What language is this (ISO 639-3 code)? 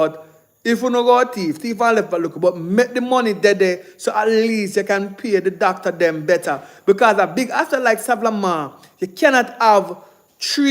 jam